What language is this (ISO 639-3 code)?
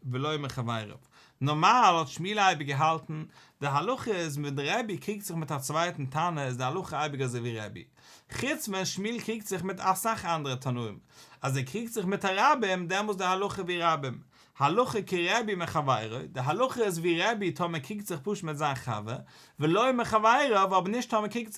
yid